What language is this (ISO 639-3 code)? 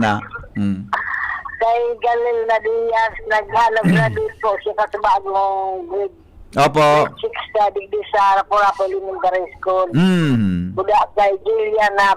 bik